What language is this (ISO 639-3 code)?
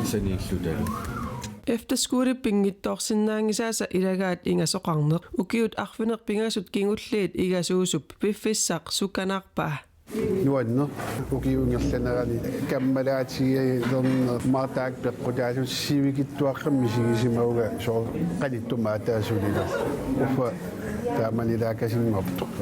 kal